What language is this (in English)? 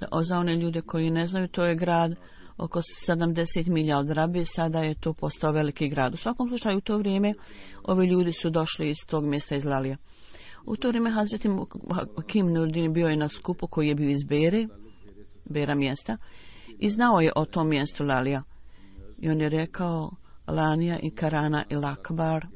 Bosnian